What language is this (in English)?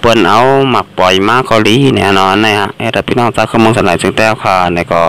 Shan